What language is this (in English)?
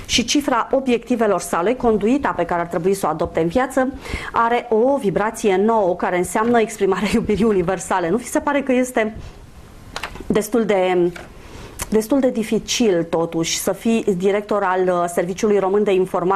Romanian